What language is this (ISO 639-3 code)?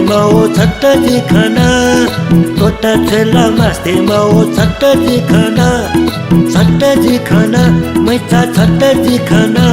new